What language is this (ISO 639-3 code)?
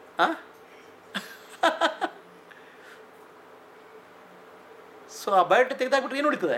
kan